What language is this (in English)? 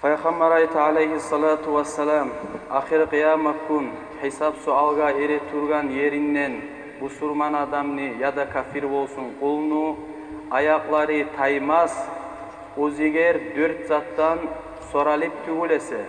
Kumyk